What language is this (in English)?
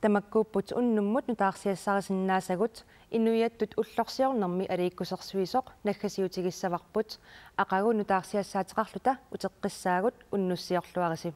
Kalaallisut